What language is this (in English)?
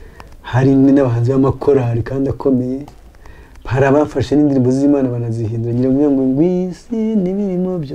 Kinyarwanda